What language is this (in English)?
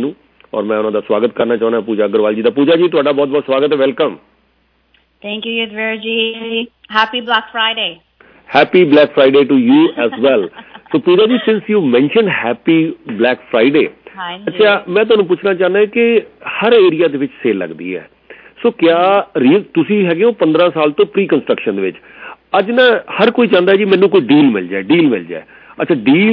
Punjabi